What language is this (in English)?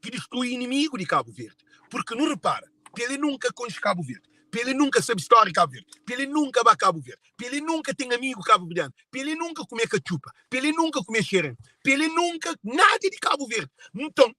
Kabuverdianu